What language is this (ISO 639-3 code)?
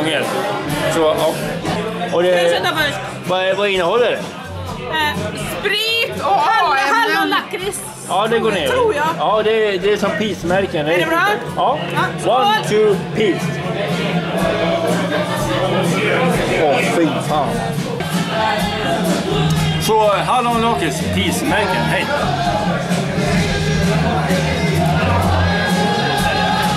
swe